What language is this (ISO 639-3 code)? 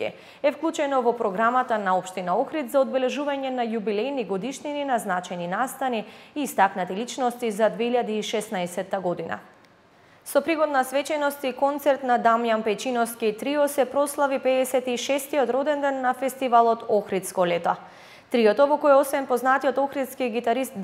mkd